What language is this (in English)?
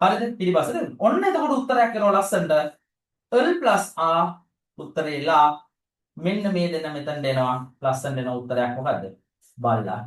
Sinhala